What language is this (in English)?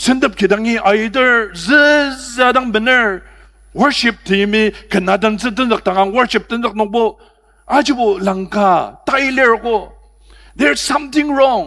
Ao Naga